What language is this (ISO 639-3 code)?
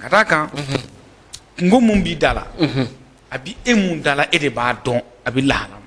bam